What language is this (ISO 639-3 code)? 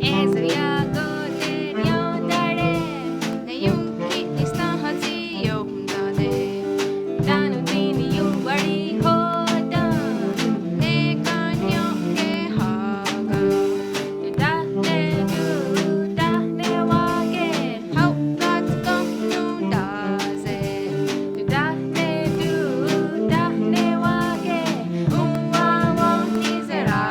moh